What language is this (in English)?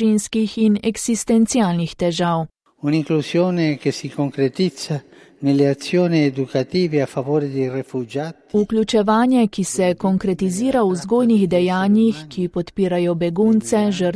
Slovenian